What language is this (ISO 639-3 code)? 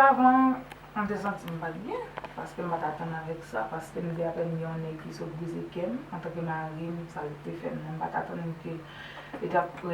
hat